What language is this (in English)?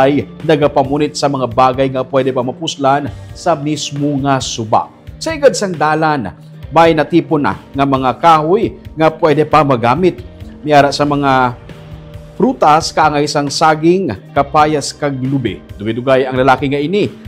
Hiligaynon